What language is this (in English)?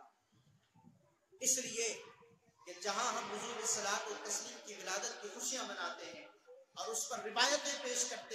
Urdu